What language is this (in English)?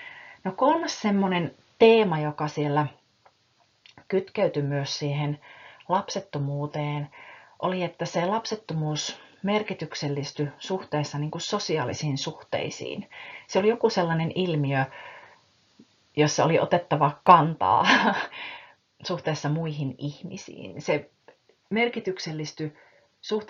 Finnish